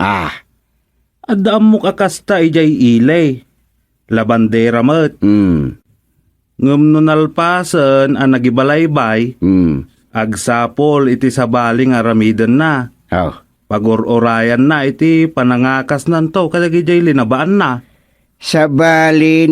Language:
Iloko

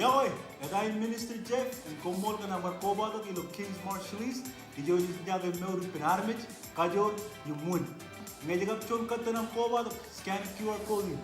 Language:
Marshallese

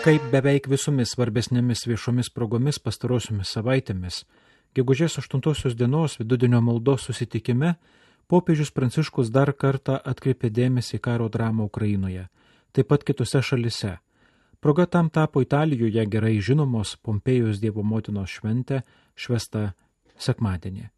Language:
Lithuanian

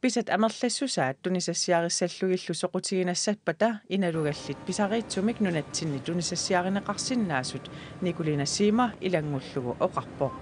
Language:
Kalaallisut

